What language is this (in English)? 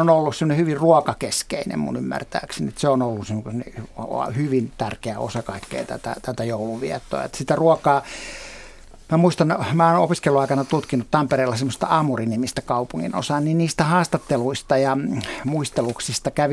Finnish